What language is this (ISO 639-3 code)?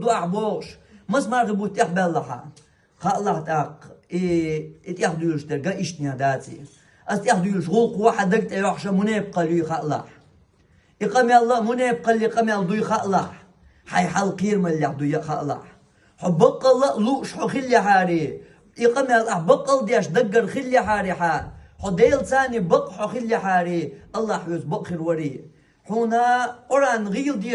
che